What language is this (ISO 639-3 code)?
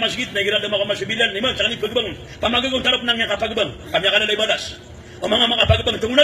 mrw